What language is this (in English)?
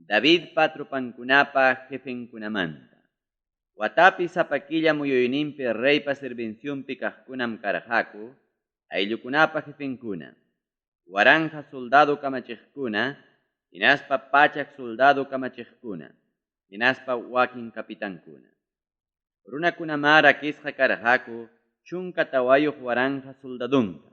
Ayacucho Quechua